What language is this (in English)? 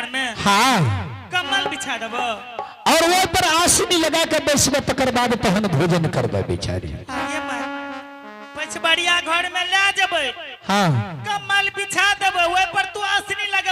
Angika